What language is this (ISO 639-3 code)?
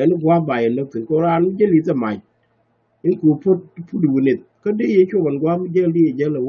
nus